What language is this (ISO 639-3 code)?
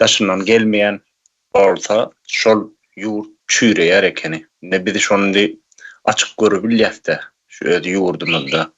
tuk